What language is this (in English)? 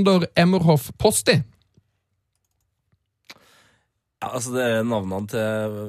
Norwegian